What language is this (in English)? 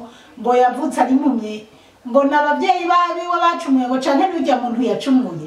Rundi